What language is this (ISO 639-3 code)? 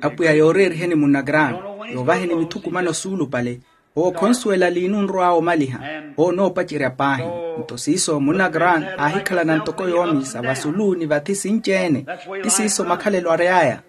vmw